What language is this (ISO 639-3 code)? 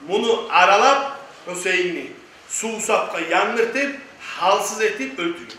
kum